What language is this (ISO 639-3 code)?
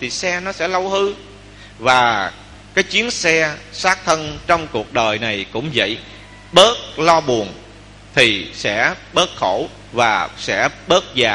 vie